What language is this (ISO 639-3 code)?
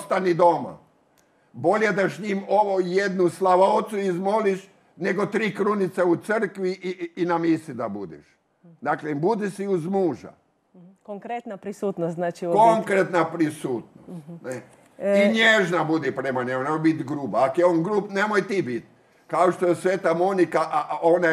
hrv